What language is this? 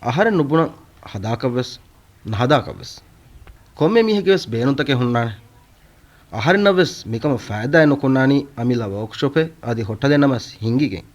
Divehi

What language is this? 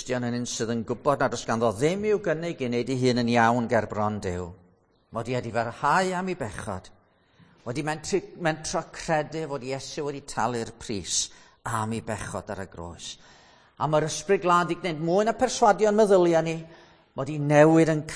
Welsh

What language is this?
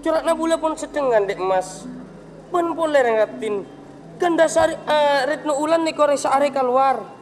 Madurese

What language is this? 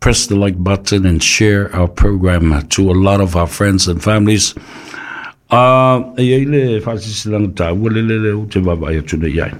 Samoan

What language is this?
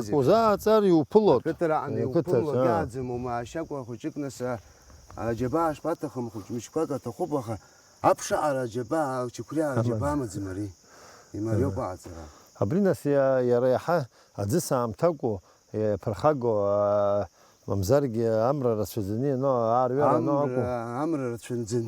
Abkhazian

